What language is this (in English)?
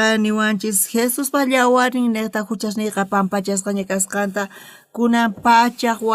South Bolivian Quechua